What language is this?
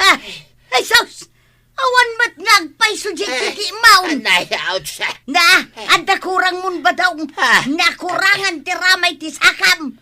Iloko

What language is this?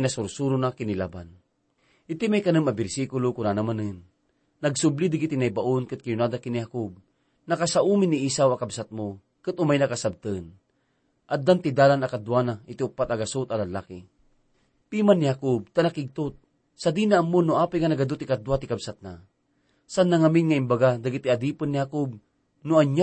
Iloko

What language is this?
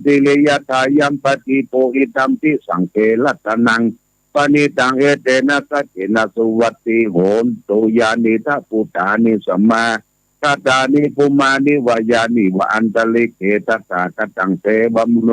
Pali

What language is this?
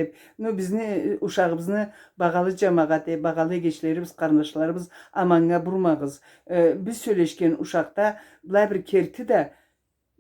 Karachay-Balkar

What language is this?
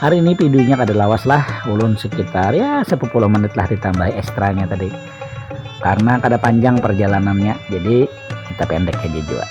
Banjar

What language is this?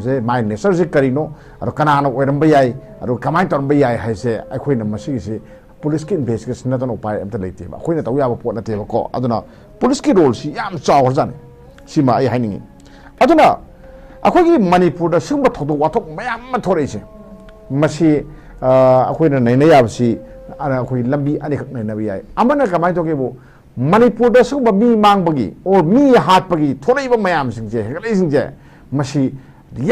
Manipuri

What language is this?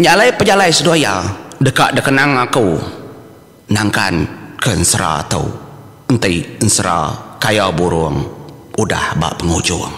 Iban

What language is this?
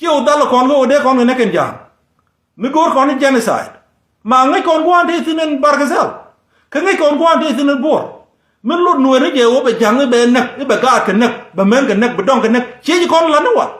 Nuer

